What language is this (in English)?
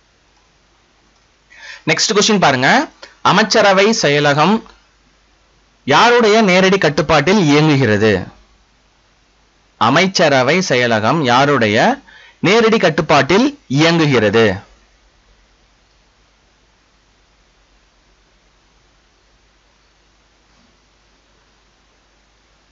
Tamil